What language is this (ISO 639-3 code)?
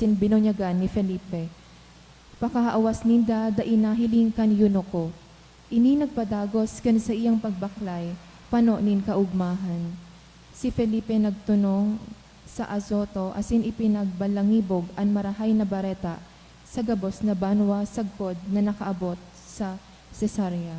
bik